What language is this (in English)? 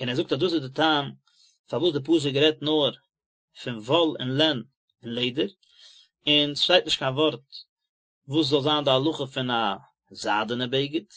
Yiddish